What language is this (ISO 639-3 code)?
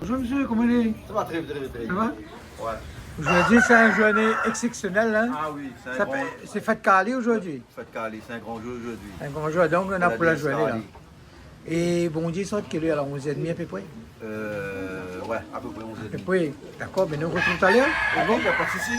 rcf